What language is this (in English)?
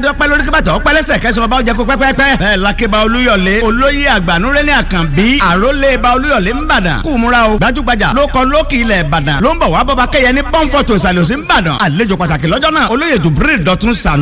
Yoruba